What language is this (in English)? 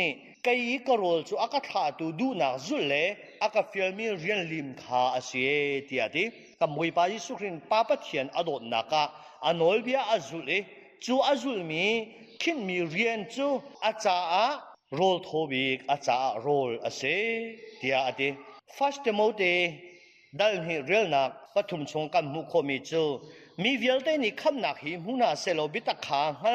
Hakha Chin